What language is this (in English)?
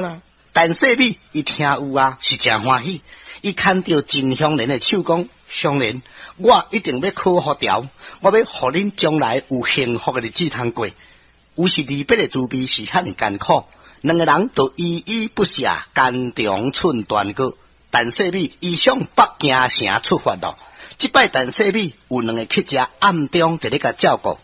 Min Nan Chinese